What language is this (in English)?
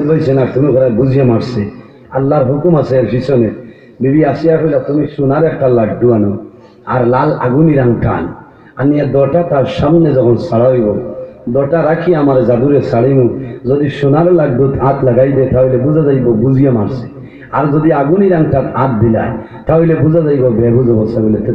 Sylheti